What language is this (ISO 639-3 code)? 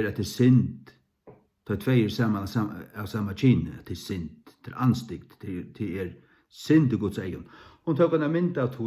fao